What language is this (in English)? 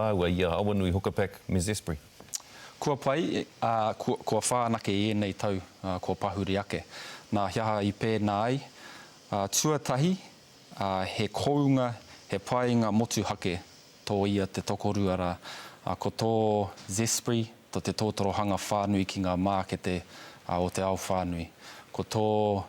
Māori